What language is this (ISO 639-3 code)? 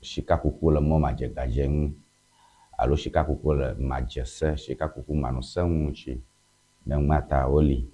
ewe